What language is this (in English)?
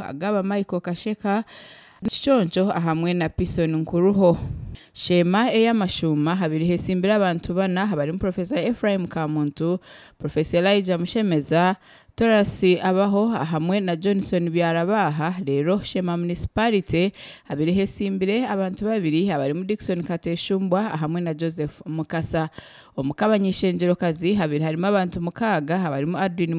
Nyankole